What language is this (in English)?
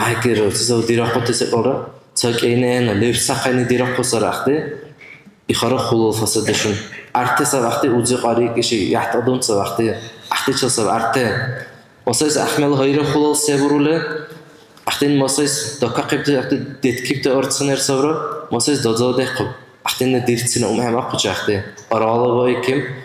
Dargwa